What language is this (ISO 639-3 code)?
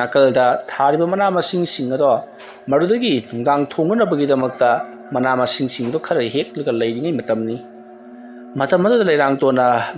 mni